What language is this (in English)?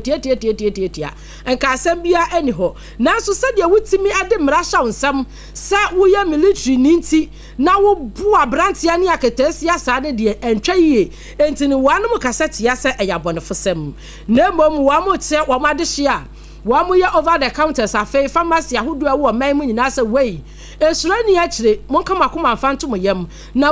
Akan